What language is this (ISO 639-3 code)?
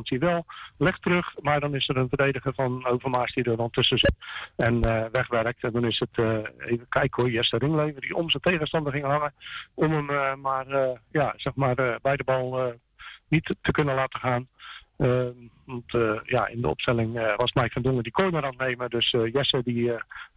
nld